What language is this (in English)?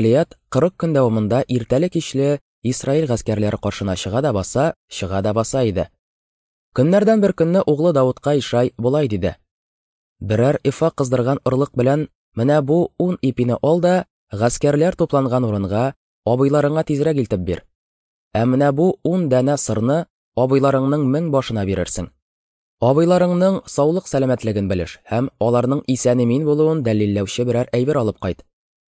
Tatar